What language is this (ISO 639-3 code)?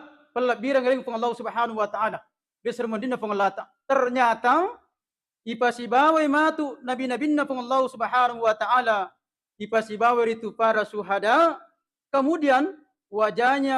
bug